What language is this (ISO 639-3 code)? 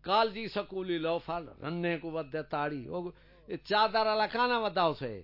skr